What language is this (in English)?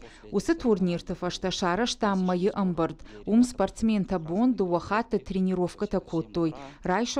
Ossetic